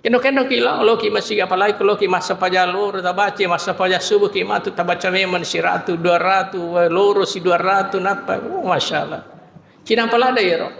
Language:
Buginese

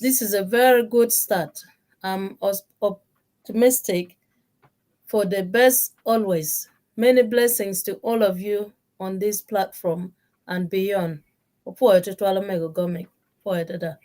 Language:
Acoli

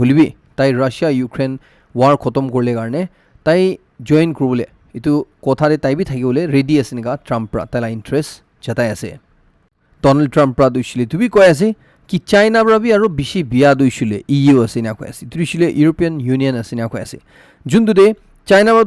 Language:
Naga Pidgin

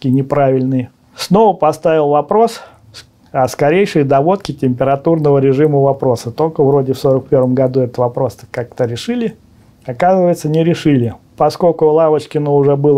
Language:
Russian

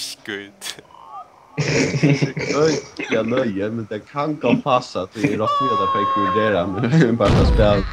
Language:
Faroese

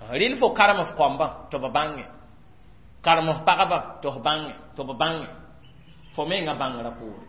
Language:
Mossi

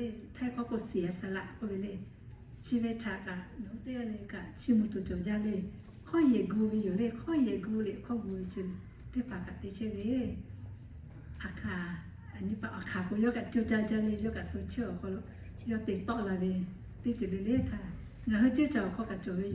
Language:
Lahu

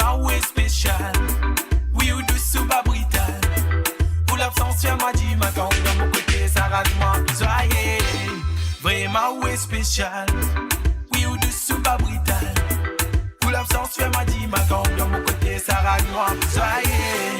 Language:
Morisyen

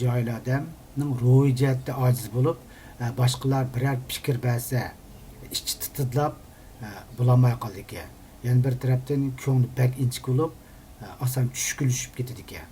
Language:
Uyghur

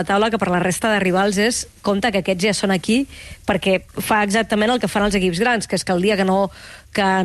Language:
Catalan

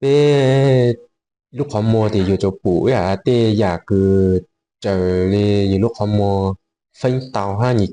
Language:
Hmong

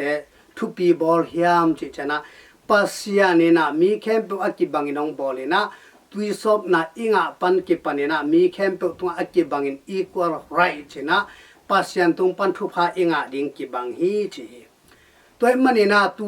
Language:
Tedim Chin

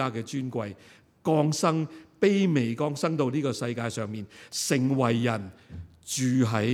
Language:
Cantonese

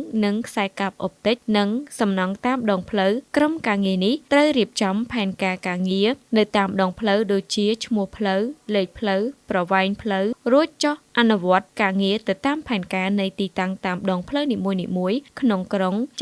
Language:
Khmer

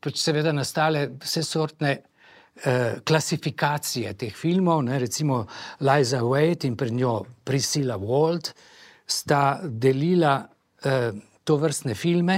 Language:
Slovenian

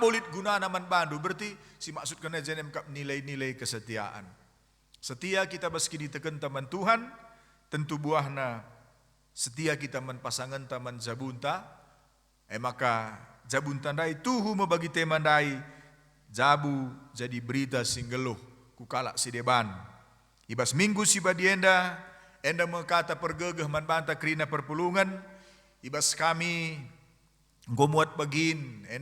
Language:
Batak Karo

